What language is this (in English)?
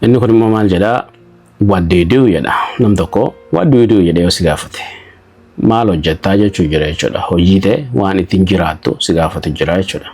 Oromo